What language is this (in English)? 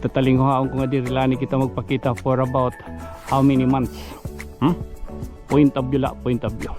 Waray